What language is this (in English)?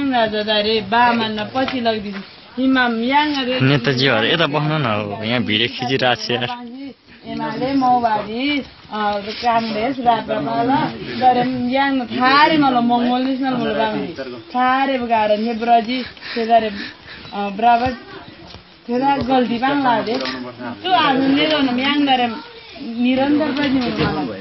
Nepali